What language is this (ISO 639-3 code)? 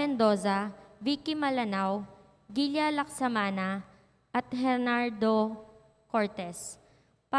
pam